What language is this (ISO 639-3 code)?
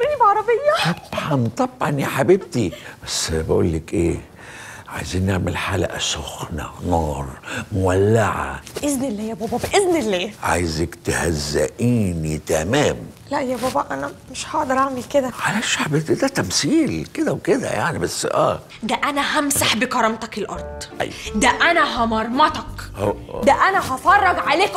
arz